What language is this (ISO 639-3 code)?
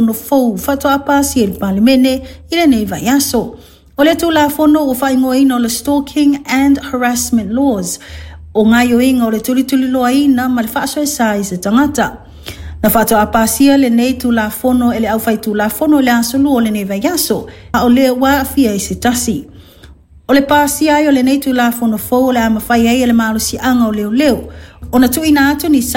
smo